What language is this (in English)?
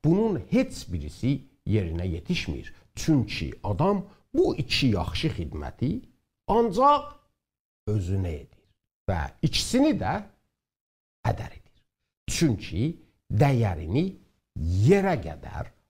South Azerbaijani